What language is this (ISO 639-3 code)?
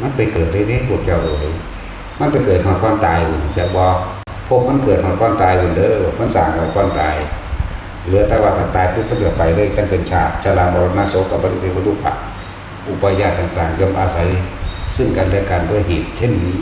tts